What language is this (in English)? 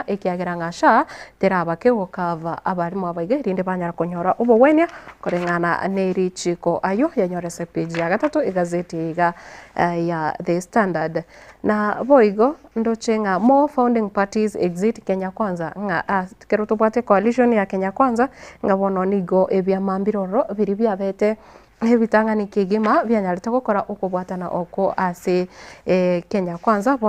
Gusii